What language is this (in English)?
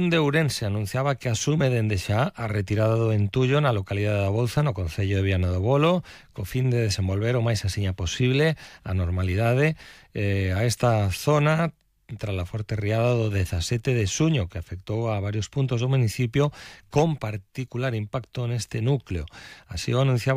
Galician